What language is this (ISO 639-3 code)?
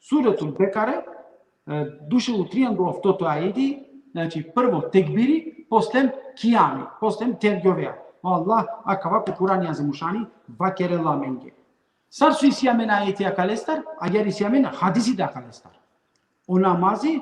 rmn